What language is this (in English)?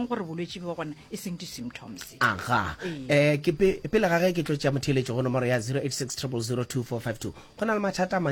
Northern Sotho